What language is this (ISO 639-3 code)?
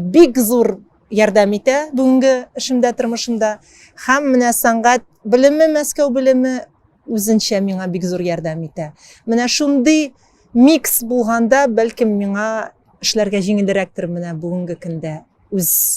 tat